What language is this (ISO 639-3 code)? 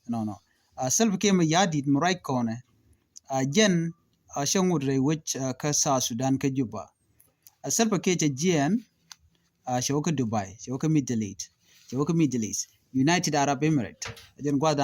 nus